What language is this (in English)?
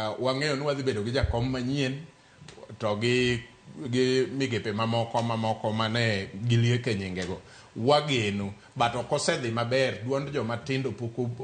Luo (Kenya and Tanzania)